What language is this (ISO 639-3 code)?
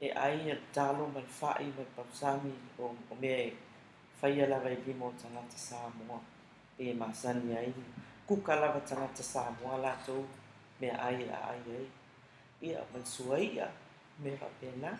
smo